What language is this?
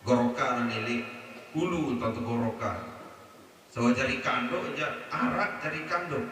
Sasak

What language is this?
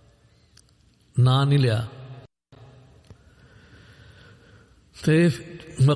Punjabi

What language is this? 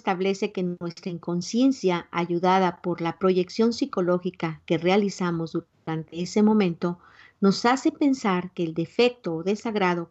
Spanish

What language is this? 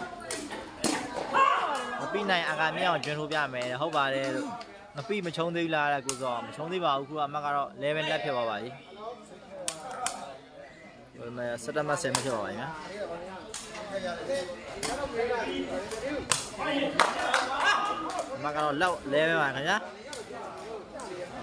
Burmese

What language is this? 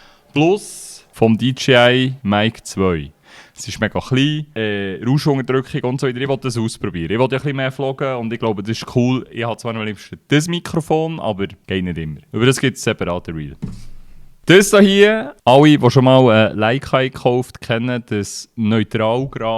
Swiss German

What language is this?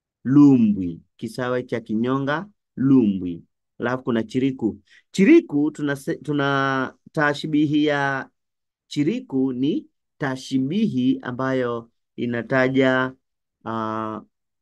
Swahili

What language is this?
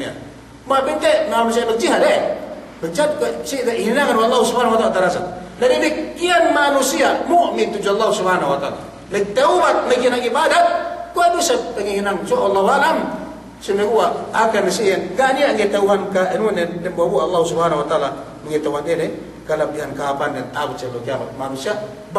Yakan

